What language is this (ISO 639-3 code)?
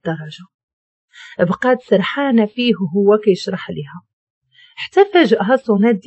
ary